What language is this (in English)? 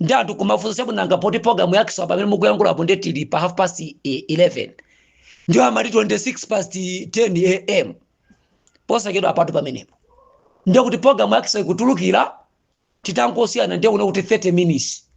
Nyanja